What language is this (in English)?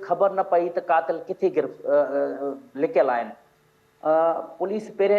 Sindhi